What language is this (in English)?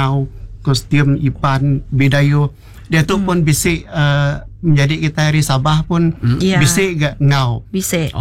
Iban